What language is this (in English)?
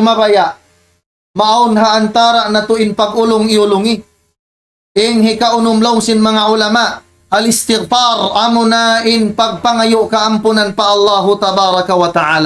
Tausug